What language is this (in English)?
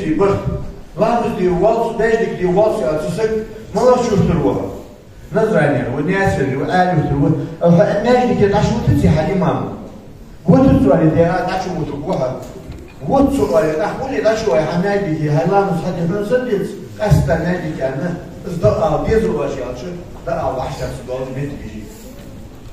Ingush